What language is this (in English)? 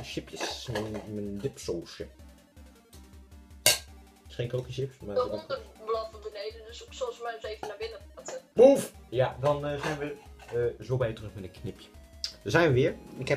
Dutch